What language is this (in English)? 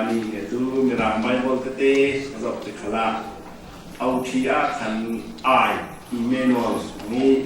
Falam Chin